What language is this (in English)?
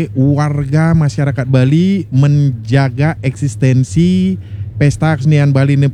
Balinese